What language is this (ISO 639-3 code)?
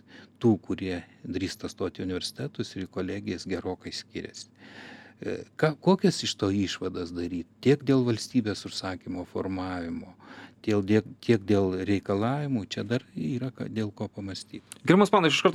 lit